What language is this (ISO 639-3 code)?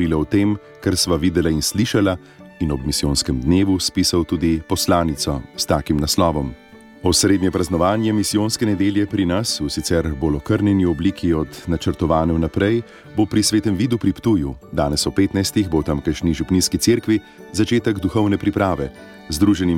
slv